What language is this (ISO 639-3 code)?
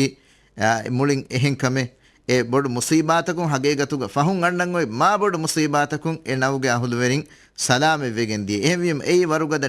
div